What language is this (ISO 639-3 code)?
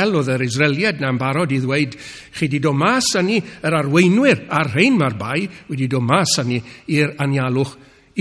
cym